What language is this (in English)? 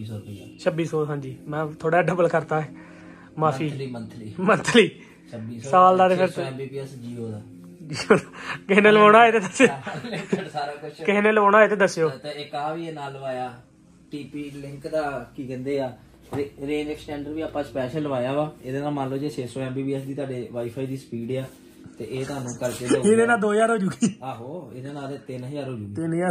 Punjabi